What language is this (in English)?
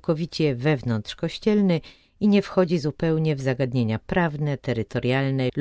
Polish